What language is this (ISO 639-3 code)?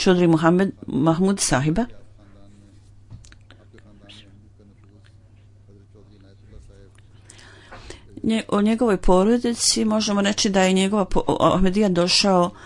bos